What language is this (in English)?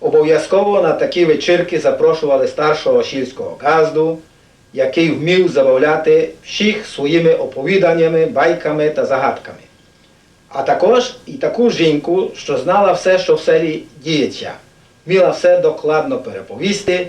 Rusyn